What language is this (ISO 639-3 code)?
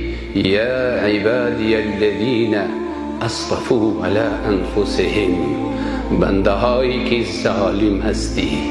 fas